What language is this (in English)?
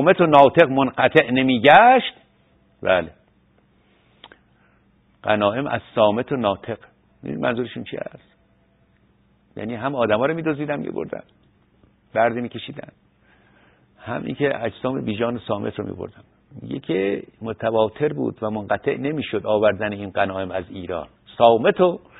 Persian